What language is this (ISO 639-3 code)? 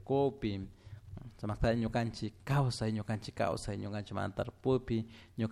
qug